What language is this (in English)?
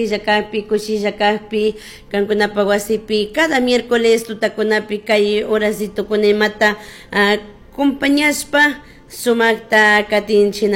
Chimborazo Highland Quichua